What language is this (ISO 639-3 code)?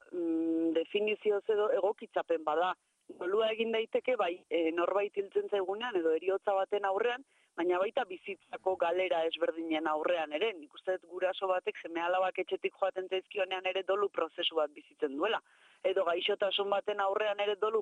eus